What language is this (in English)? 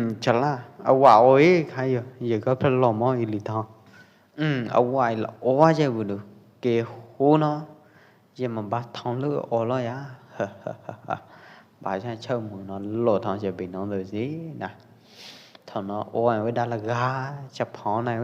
Pwo Eastern Karen